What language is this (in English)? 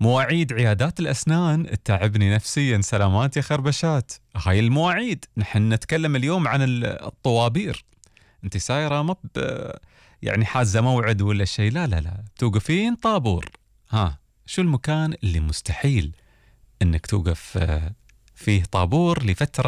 Gulf Arabic